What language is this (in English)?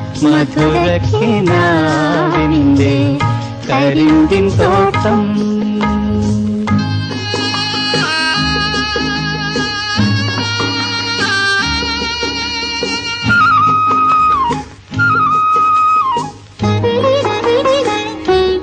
Malayalam